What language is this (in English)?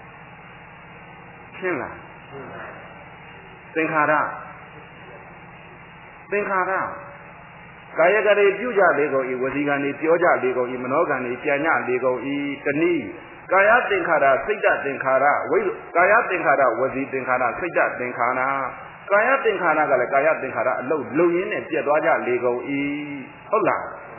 Burmese